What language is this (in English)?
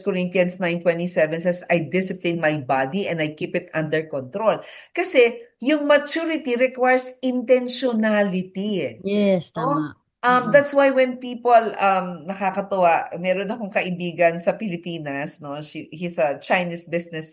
Filipino